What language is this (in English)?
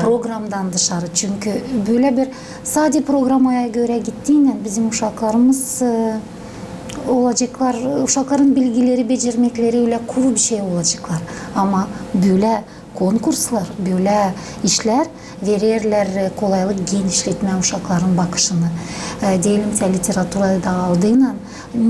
Gagauz